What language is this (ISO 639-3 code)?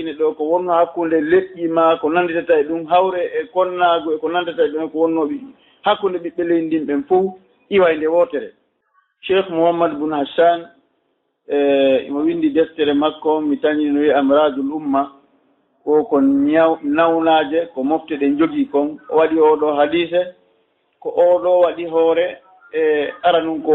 ful